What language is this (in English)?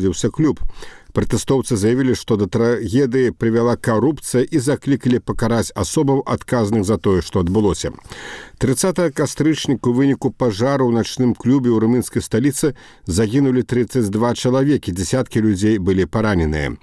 Belarusian